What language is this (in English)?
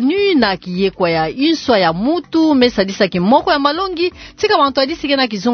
Kituba (Democratic Republic of Congo)